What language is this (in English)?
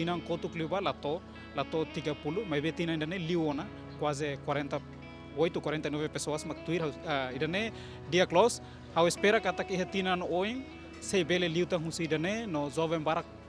Tetum